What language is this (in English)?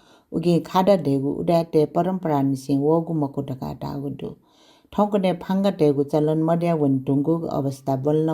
Newari